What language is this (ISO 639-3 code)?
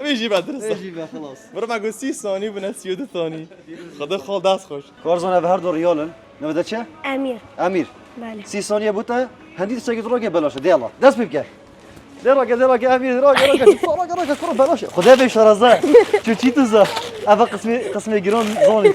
kur